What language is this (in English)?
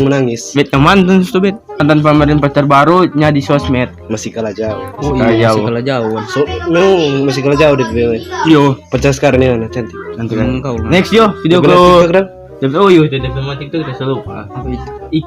Manado Malay